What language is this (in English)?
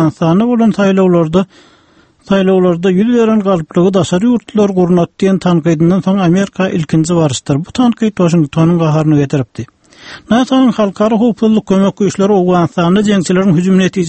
Turkmen